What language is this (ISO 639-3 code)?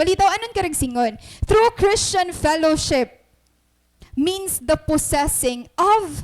war